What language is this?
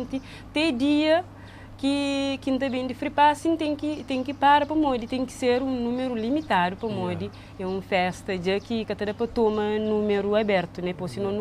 Kabuverdianu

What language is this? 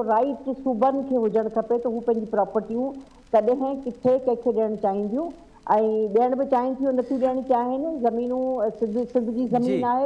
Sindhi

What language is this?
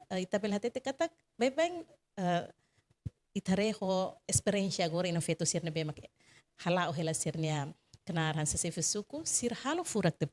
Tetum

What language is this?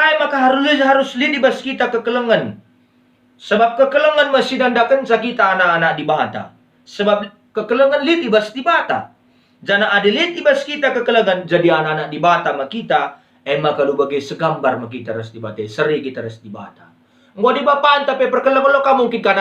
Batak Karo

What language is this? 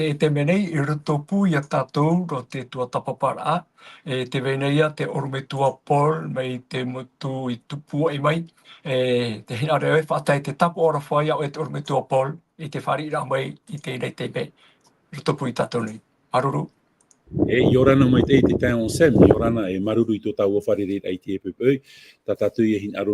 Tahitian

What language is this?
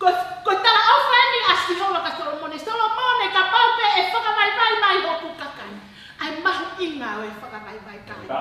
Tongan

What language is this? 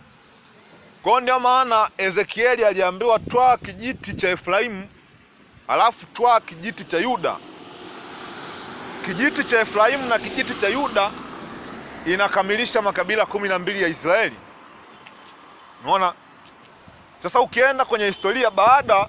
Swahili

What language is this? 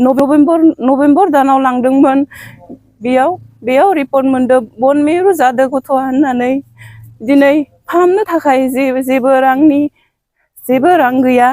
Bodo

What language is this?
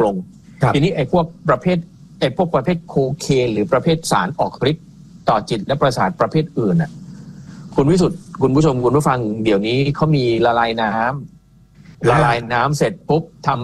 Thai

